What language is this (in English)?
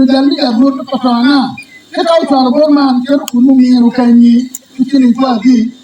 Acoli